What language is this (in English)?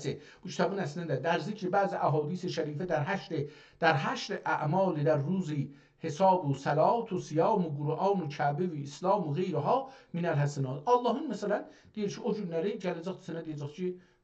South Azerbaijani